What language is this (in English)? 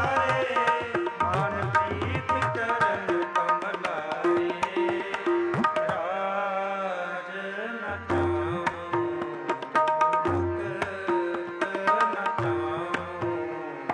Punjabi